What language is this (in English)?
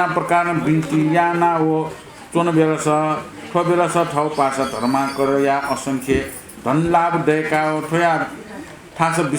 Newari